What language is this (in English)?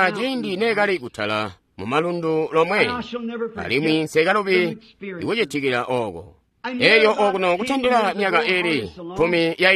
Tonga (Zambia)